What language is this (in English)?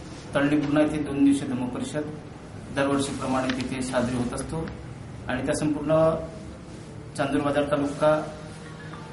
Marathi